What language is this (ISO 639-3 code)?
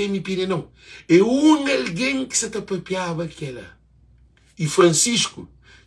kea